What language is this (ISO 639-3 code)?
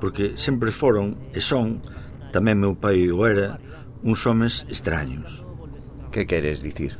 glg